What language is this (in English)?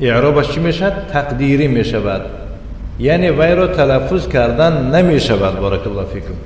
Tajik